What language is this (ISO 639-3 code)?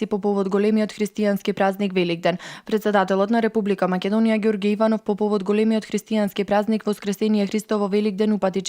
mkd